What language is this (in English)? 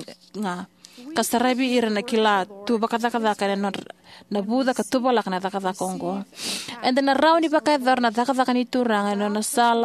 Fijian